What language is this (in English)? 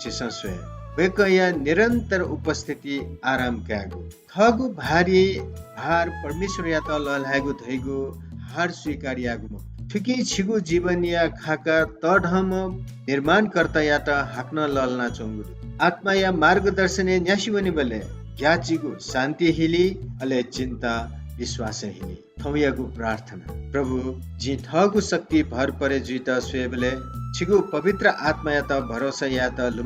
Newari